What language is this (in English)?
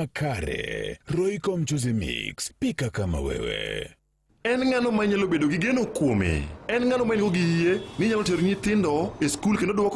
Luo (Kenya and Tanzania)